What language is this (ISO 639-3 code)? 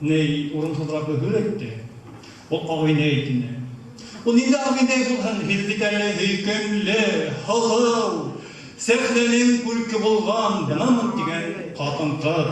bak